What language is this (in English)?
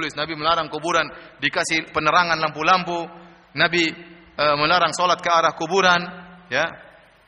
Indonesian